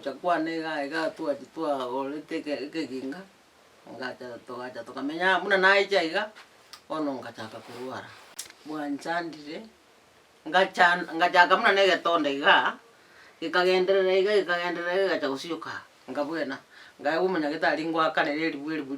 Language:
Gusii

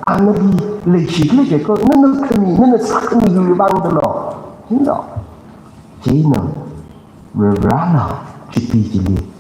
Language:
Tangkhul Naga (India)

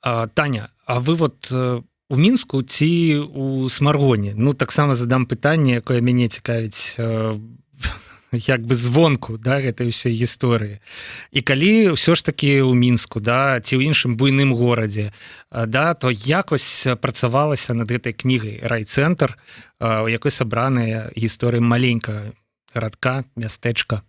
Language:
Belarusian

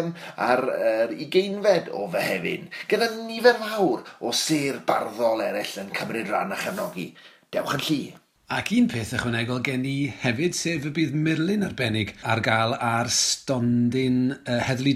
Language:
Welsh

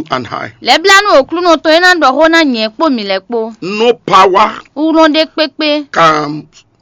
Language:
Fon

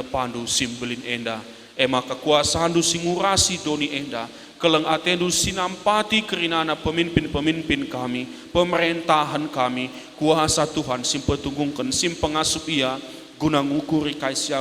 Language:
Batak Karo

